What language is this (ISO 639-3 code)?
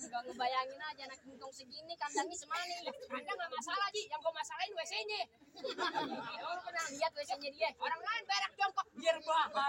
bew